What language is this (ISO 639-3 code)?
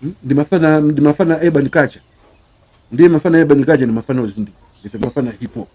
nya